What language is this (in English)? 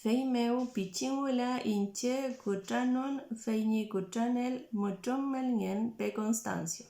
Mapuche